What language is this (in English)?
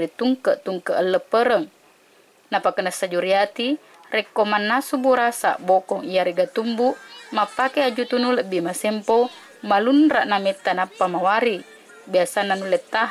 Buginese